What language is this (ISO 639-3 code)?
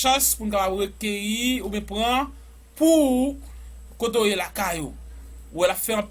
hat